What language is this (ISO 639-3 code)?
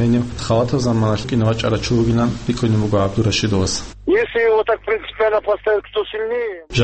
ava